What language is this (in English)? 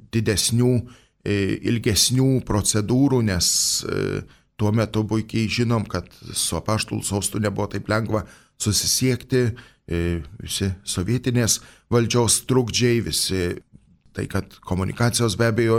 Lithuanian